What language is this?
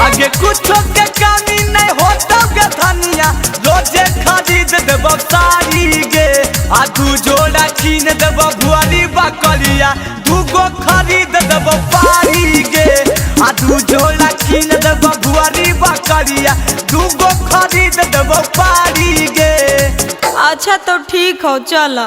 Magahi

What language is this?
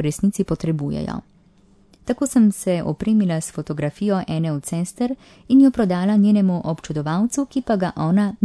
Slovenian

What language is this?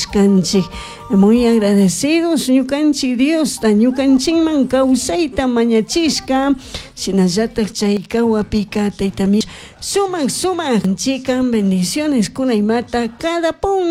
Chimborazo Highland Quichua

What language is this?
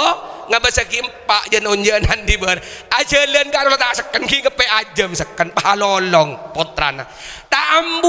Madurese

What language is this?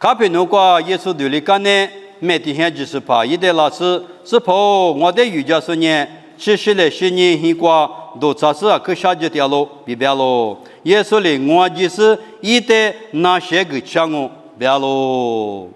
Lisu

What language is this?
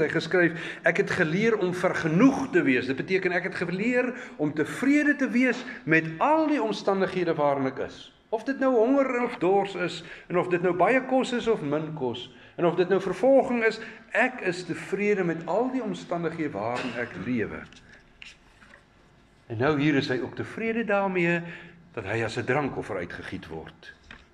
Afrikaans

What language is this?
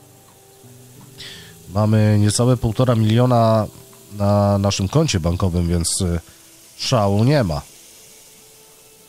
Polish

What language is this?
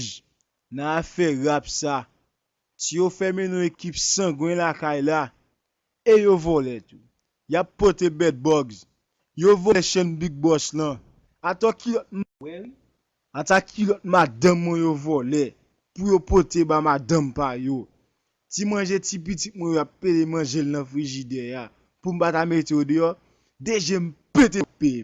Haitian Creole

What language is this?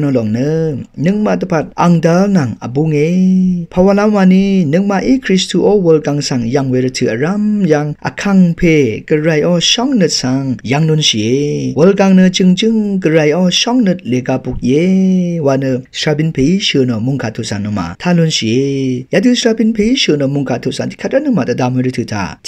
Rawang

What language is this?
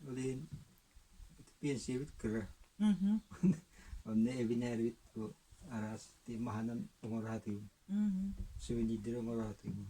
Yakut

